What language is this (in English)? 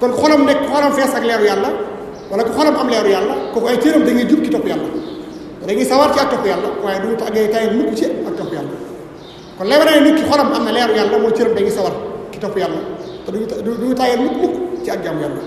Wolof